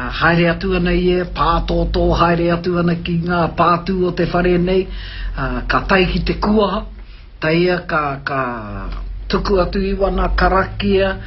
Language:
Māori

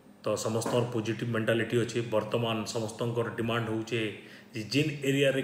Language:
Odia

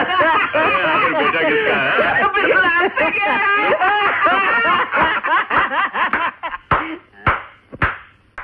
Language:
Hindi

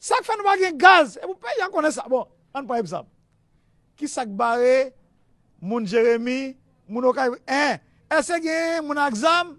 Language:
Haitian Creole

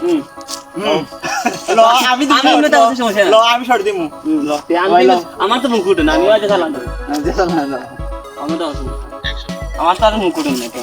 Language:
Sylheti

